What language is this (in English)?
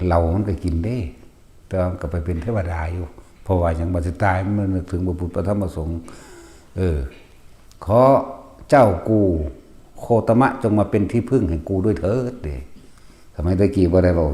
Northeastern Thai